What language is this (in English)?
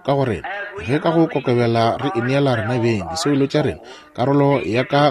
Northern Sotho